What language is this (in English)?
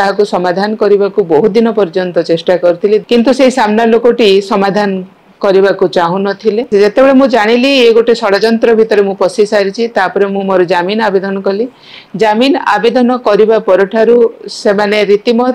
Odia